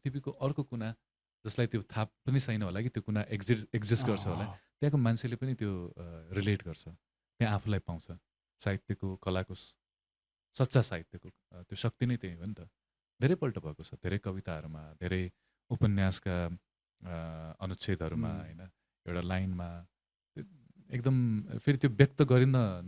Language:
Nepali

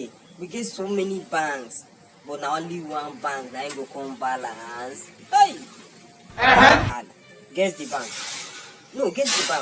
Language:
Nigerian Pidgin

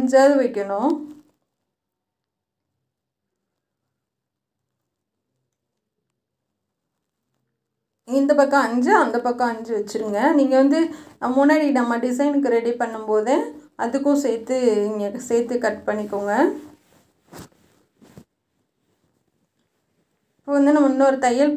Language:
Tamil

